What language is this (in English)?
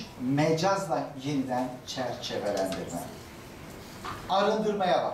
Turkish